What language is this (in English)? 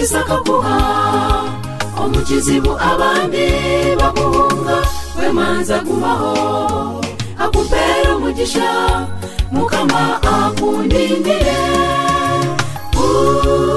Kinyarwanda